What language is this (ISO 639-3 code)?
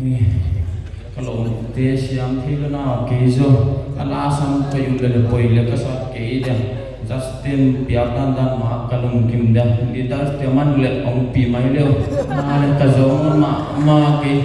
pck